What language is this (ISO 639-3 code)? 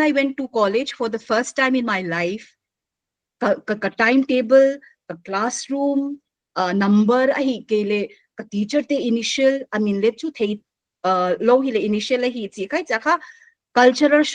pck